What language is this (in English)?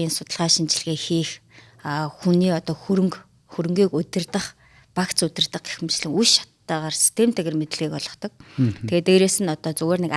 Mongolian